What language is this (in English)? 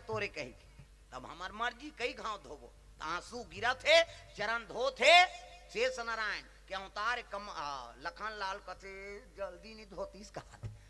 Chhattisgarhi